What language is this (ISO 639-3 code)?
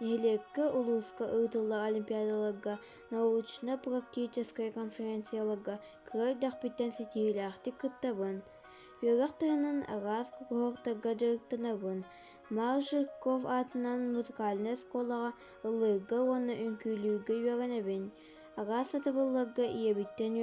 sah